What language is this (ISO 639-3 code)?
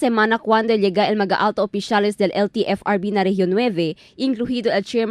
cbk